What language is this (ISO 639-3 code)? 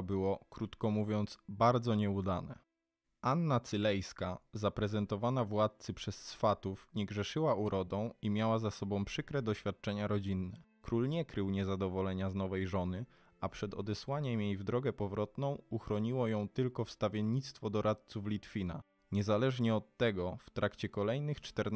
pol